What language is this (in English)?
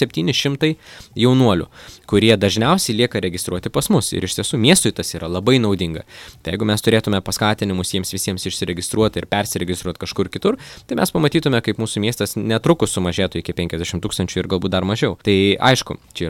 Lithuanian